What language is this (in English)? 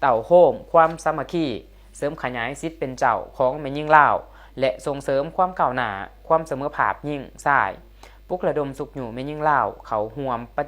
Lao